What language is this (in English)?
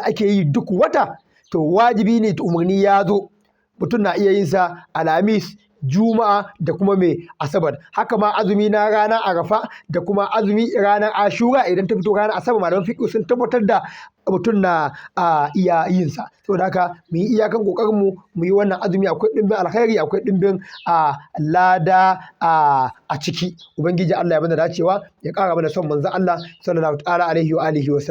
Hausa